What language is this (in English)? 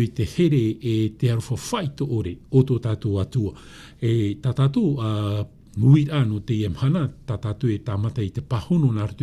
Tahitian